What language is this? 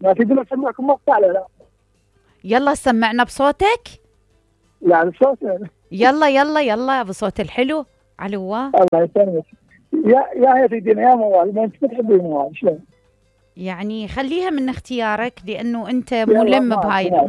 Mesopotamian Arabic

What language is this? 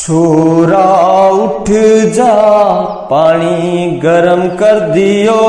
Rajasthani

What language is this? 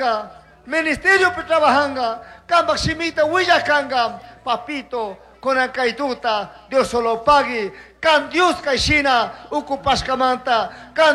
Chimborazo Highland Quichua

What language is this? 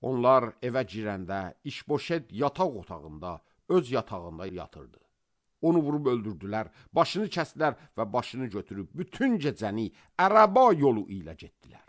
Azerbaijani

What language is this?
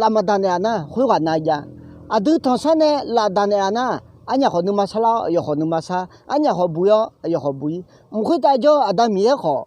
Akha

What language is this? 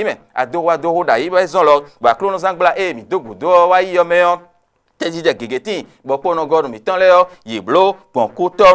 Fon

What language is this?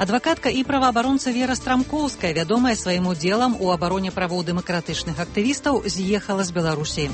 Belarusian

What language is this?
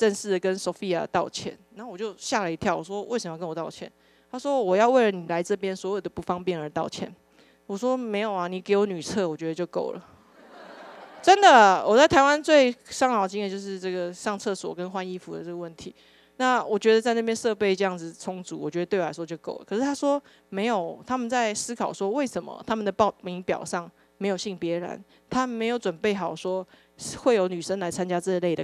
Chinese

